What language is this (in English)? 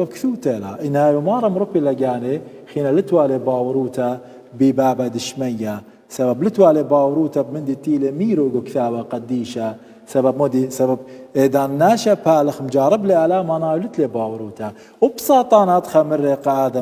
Assyrian Neo-Aramaic